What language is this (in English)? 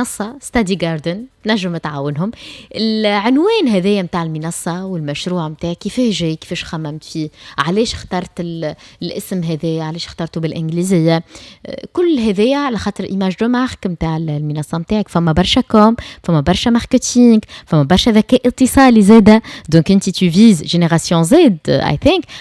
Tunisian Arabic